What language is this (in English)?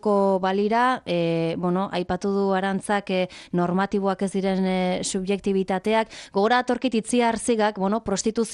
Basque